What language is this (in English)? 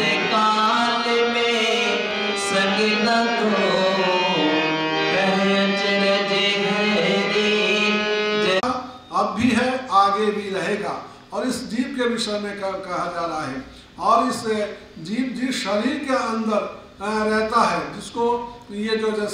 Hindi